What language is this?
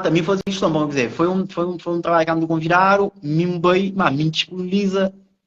Kabuverdianu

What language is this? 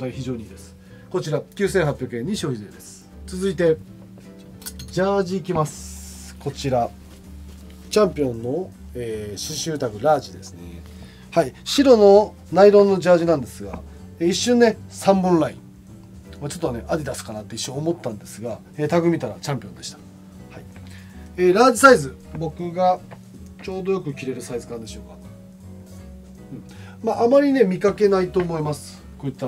Japanese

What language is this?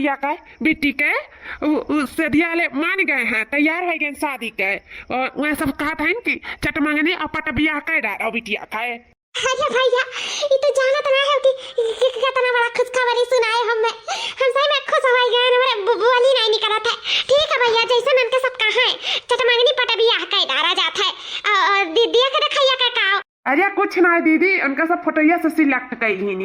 Awadhi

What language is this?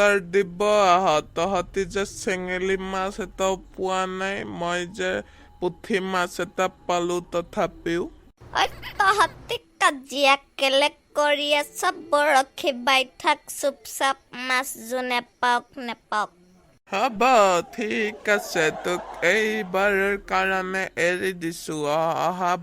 Assamese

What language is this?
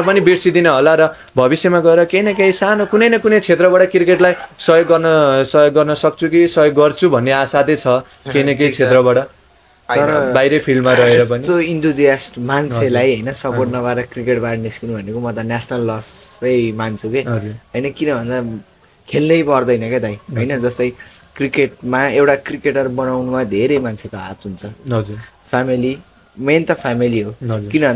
Nepali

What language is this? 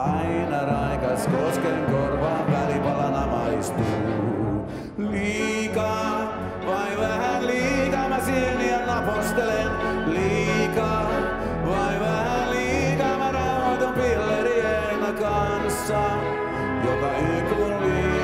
Finnish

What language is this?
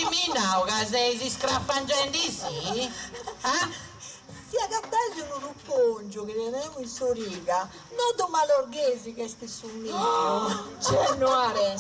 Sardinian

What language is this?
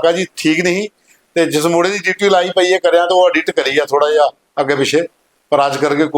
Dogri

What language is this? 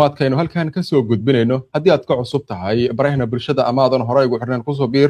Somali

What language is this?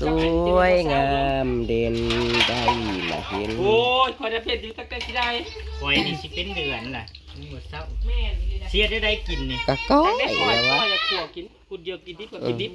Northeastern Thai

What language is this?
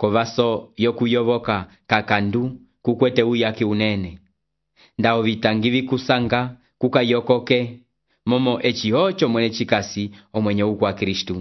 Umbundu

